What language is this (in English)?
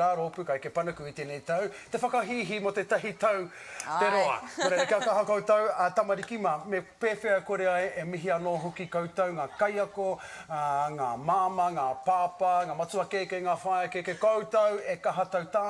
Māori